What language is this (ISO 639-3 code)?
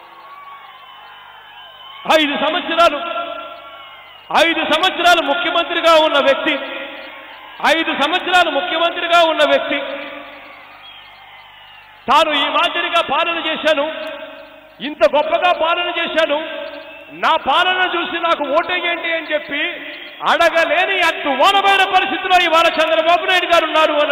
tel